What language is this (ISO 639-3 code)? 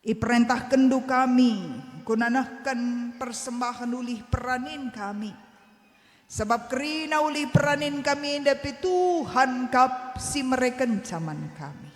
btx